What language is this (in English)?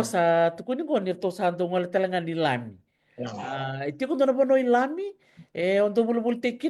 Fijian